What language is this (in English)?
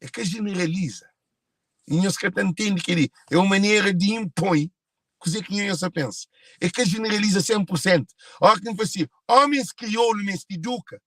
Kabuverdianu